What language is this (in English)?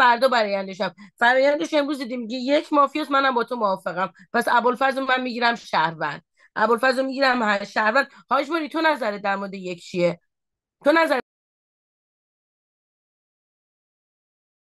Persian